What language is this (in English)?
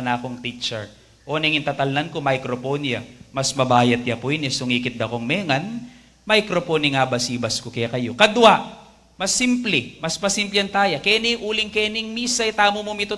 Pampanga